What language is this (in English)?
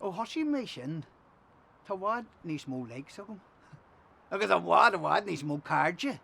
Irish